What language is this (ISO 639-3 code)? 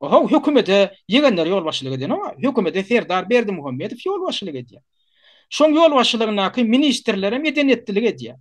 tuk